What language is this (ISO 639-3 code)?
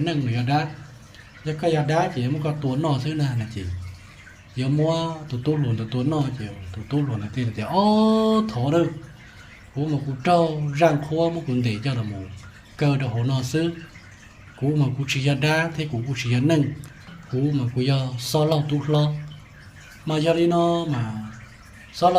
hmn